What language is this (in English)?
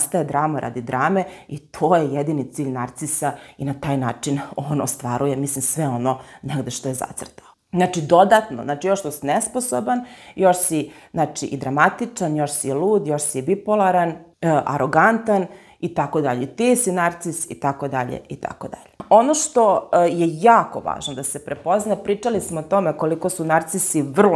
Serbian